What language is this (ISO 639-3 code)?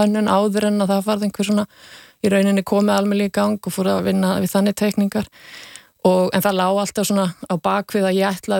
isl